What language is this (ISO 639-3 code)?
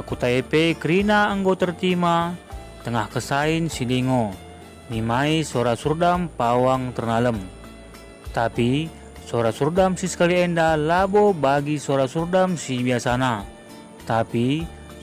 btx